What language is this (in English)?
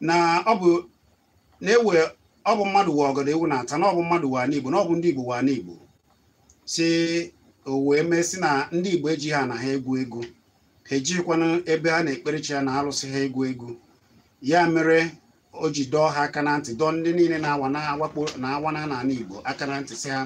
Igbo